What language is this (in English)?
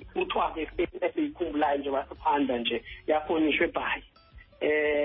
Xhosa